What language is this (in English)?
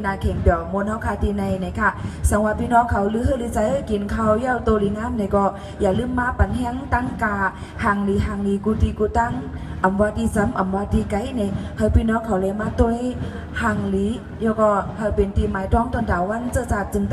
Shan